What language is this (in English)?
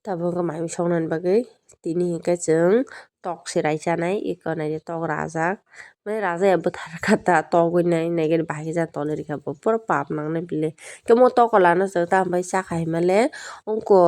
Kok Borok